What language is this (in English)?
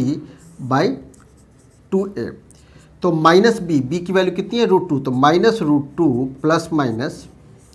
Hindi